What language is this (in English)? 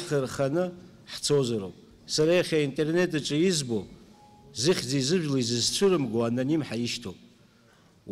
Abkhazian